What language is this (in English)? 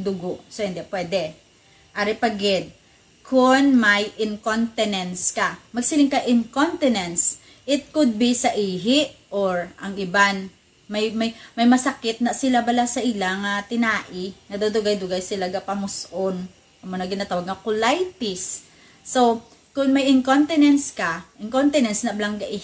Hiligaynon